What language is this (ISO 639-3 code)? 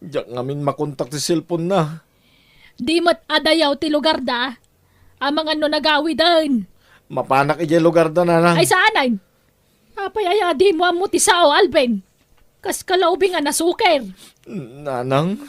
ilo